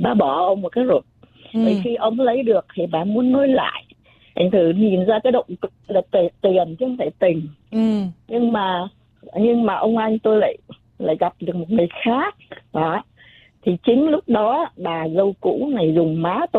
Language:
Vietnamese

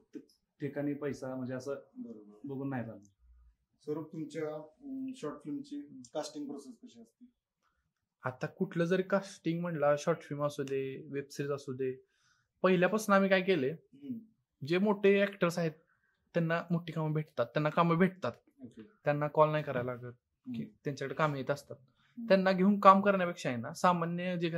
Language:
Marathi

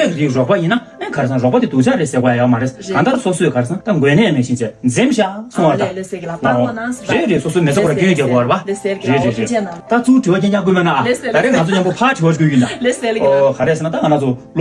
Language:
Tibetan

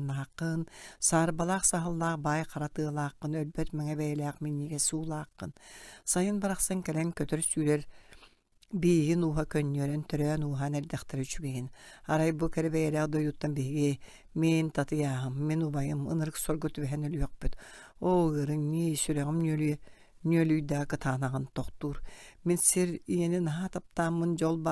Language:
Yakut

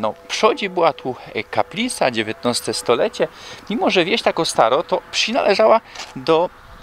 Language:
Silesian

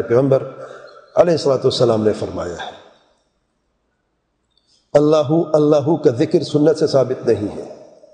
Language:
Urdu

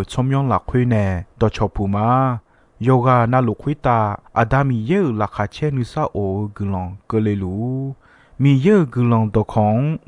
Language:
Akha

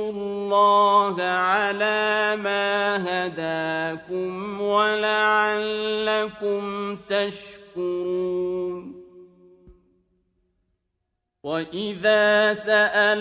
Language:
Arabic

